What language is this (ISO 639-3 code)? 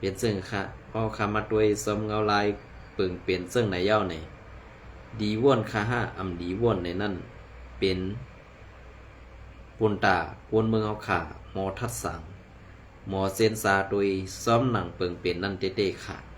shn